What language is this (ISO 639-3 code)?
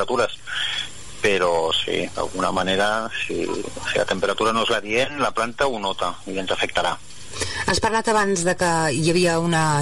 cat